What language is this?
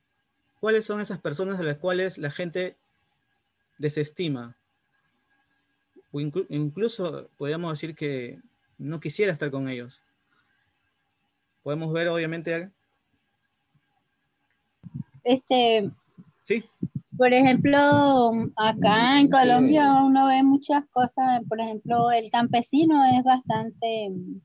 Spanish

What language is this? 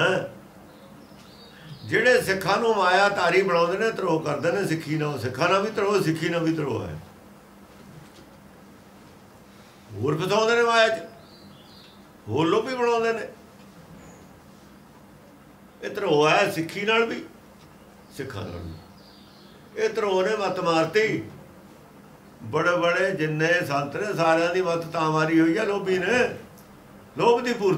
Punjabi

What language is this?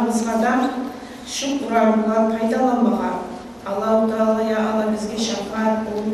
Kumyk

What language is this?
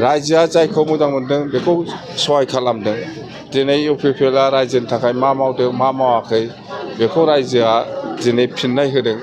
Bodo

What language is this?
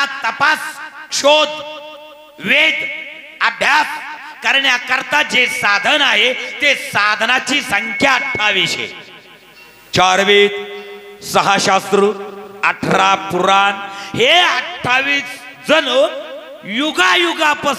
Marathi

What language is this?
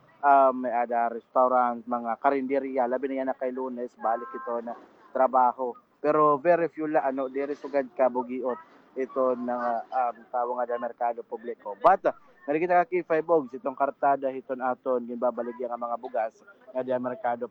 Waray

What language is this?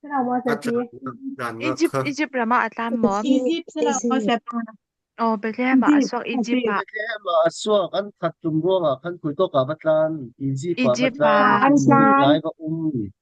Falam Chin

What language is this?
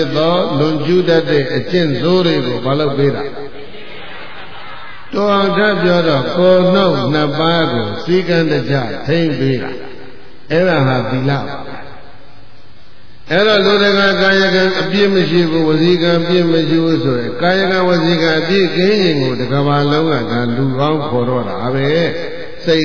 Burmese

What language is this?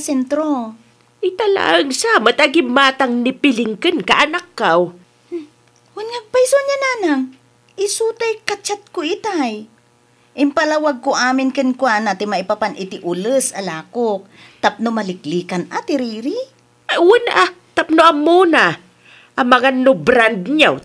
Iloko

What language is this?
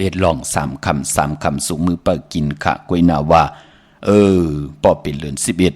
Shan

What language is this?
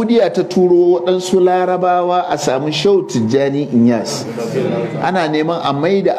Hausa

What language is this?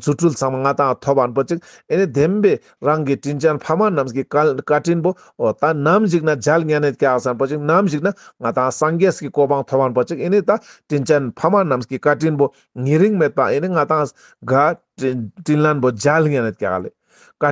Ladakhi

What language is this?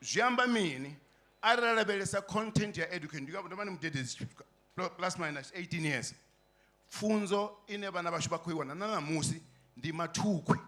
Venda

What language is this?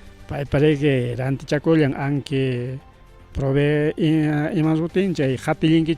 Ayacucho Quechua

